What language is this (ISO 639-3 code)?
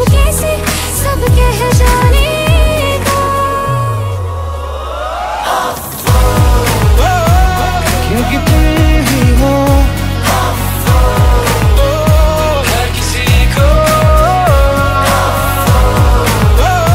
hin